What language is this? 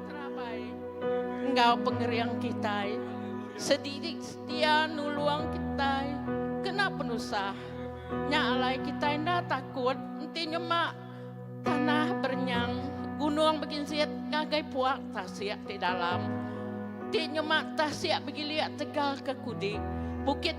Iban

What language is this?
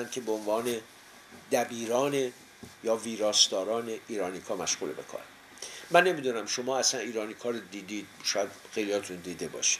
Persian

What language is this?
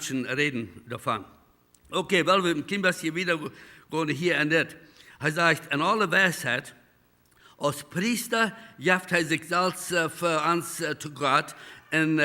Plautdietsch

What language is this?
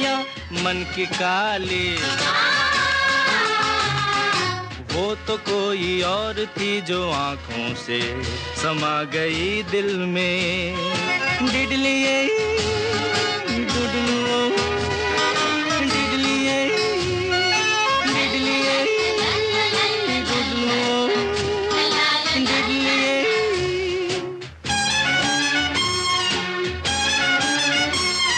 Hindi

